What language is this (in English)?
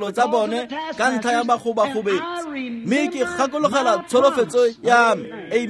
Tswana